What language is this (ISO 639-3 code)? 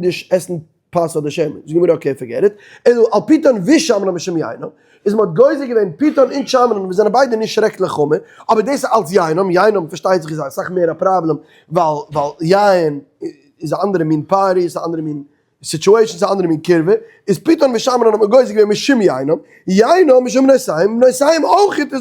yid